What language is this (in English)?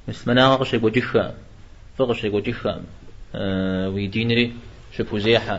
Kabardian